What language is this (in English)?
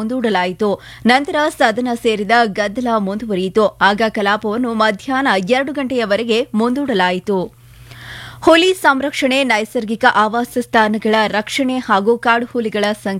Kannada